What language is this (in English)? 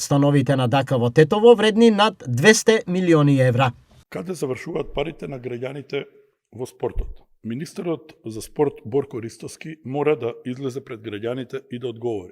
Macedonian